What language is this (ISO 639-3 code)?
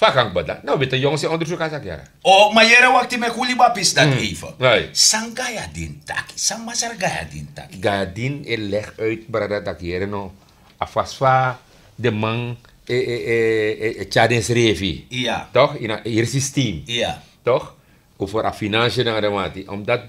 srn